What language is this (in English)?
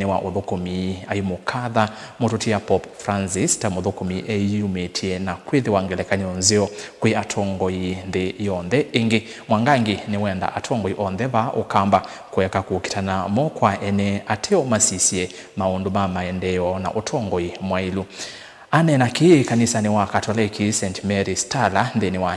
Kamba